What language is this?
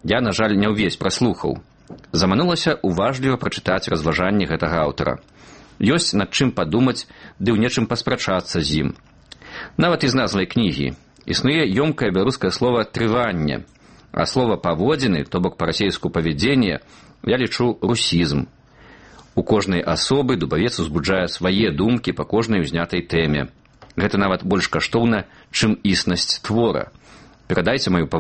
Belarusian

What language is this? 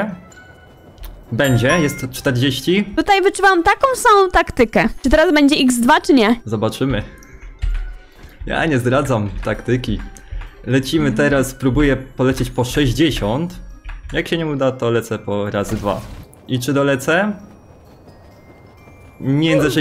Polish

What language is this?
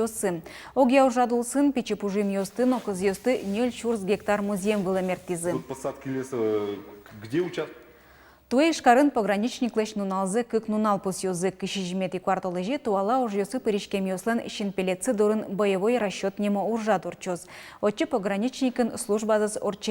Udmurt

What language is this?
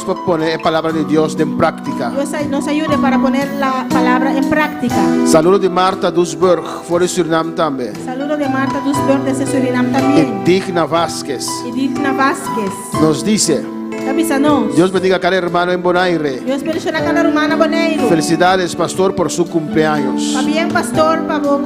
Papiamento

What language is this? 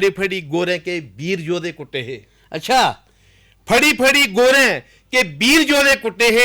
Dogri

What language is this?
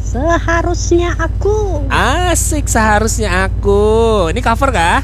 Banjar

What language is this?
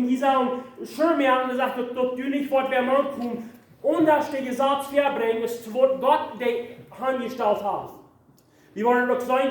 Plautdietsch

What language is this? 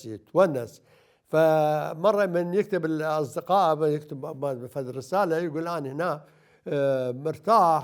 Mesopotamian Arabic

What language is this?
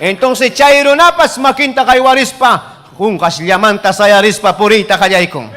Ayacucho Quechua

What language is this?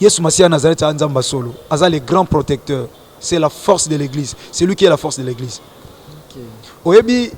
Lingala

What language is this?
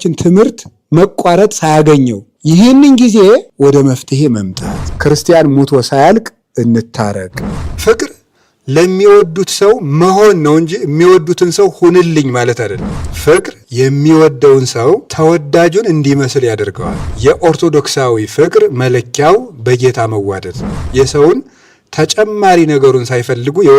Amharic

